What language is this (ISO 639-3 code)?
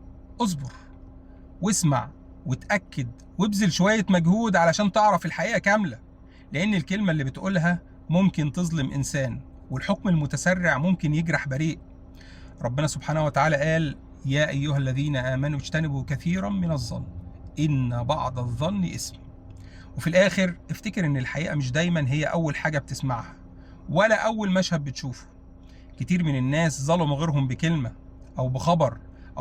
arz